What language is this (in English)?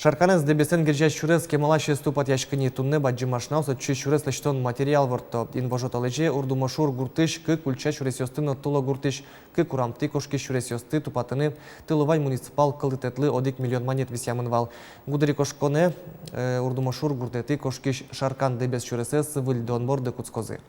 Udmurt